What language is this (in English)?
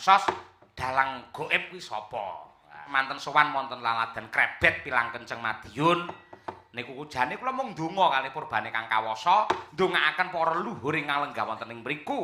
Javanese